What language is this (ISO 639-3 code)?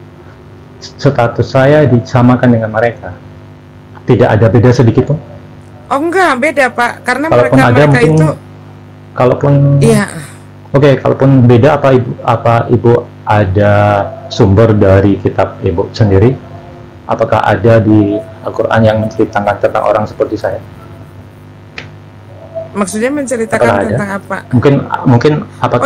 ind